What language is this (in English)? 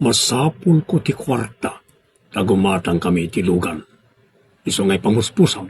Iloko